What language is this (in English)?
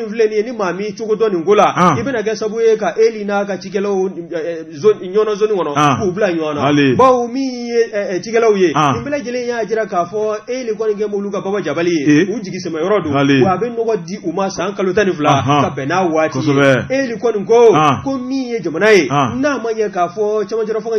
Bambara